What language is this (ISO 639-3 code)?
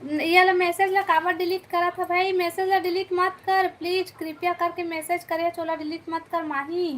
hne